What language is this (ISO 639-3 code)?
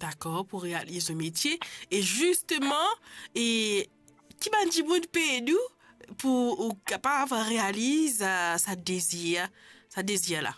mfe